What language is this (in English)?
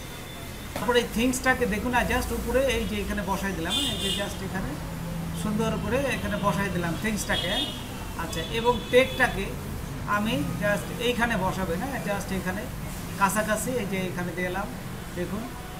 Bangla